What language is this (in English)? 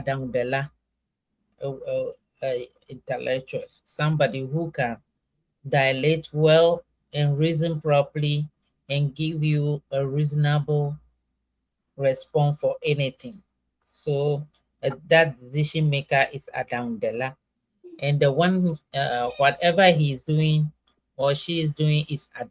Ewe